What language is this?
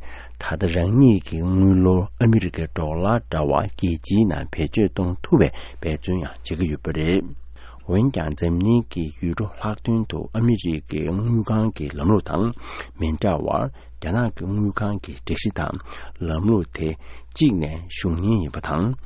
Tibetan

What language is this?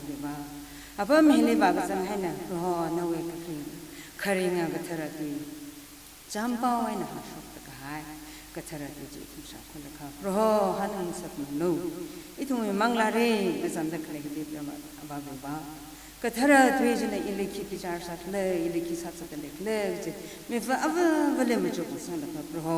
Tangkhul Naga (India)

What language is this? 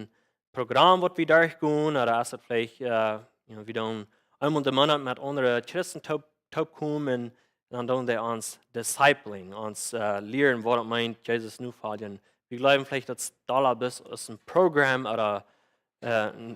Plautdietsch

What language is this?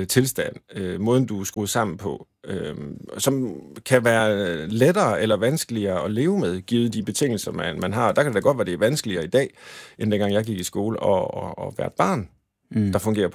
Danish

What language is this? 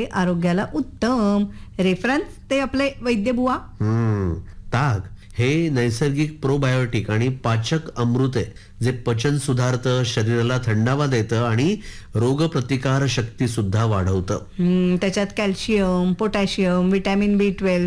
Marathi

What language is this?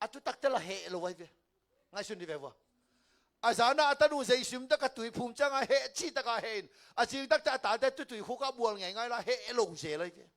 Tedim Chin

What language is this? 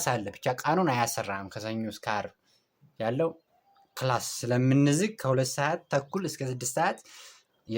Amharic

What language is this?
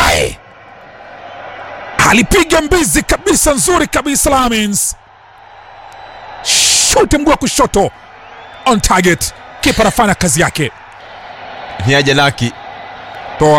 Swahili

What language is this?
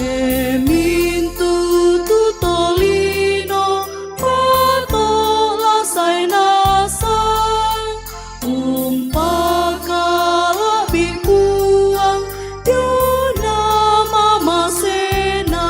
Toraja-Sa'dan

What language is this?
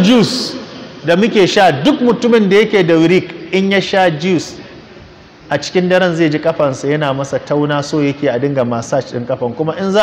Hausa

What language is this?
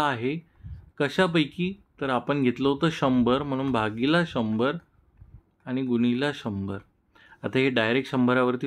Marathi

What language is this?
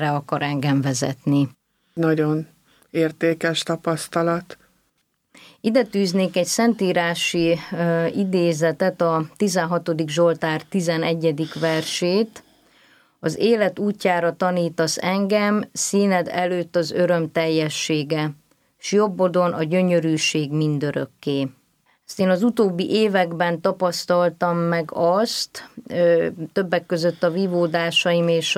Hungarian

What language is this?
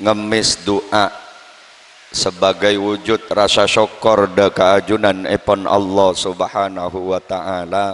Madurese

